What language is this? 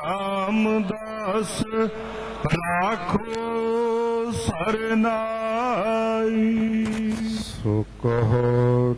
Punjabi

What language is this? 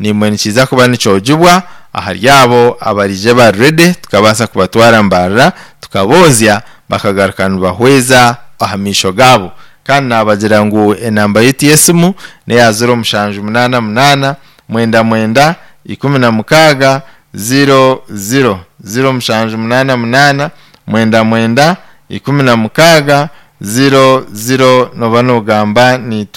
Nyankole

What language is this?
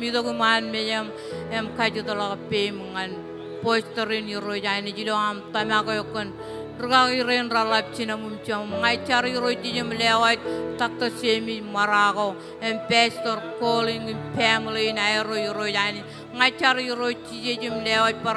Marshallese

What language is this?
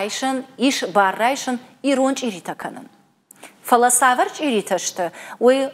Ossetic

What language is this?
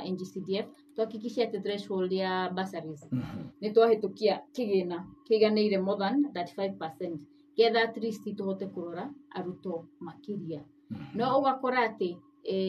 Kikuyu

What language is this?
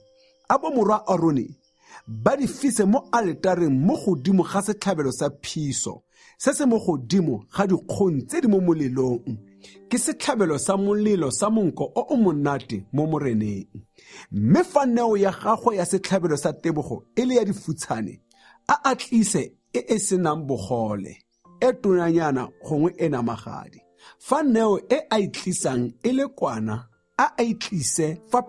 Tswana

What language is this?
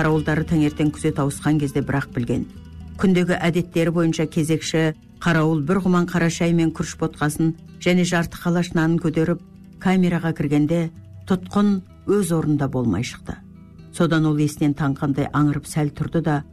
Kazakh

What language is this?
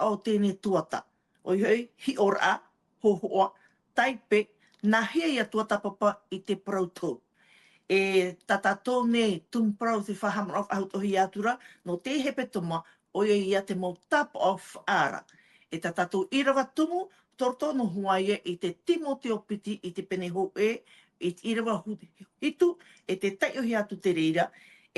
Tahitian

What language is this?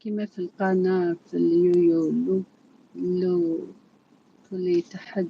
Algerian Arabic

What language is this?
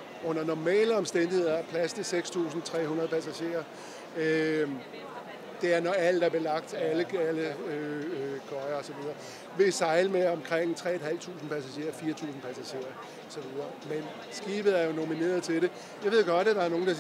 Danish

